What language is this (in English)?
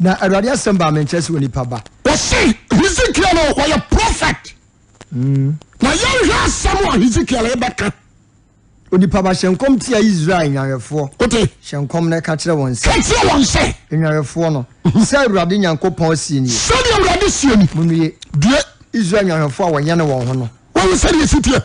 Akan